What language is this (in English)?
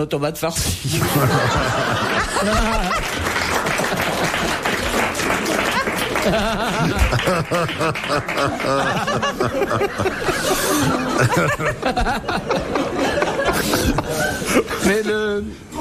French